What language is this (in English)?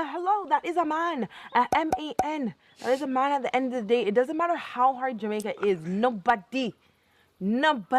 Jamaican Creole English